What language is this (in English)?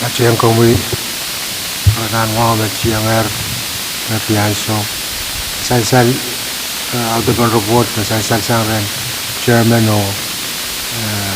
Pohnpeian